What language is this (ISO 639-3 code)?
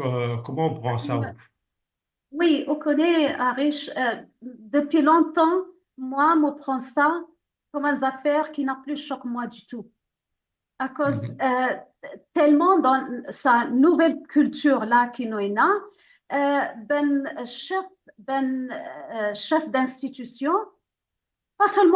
mfe